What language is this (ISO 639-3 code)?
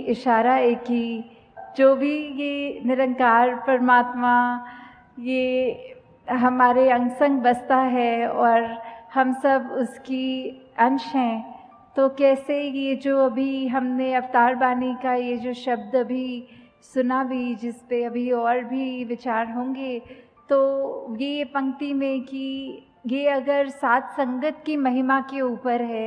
hin